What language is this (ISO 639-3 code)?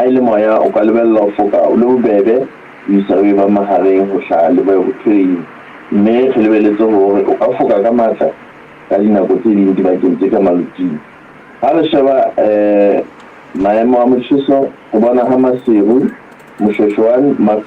sot